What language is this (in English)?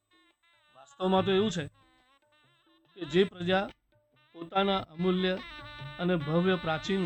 Gujarati